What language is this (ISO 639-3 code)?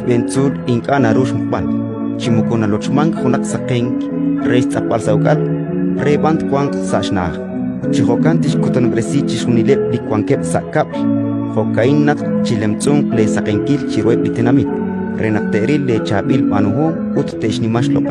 kek